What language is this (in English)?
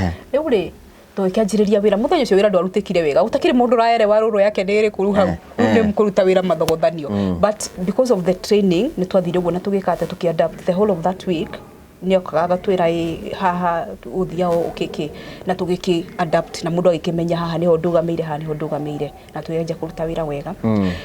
Kikuyu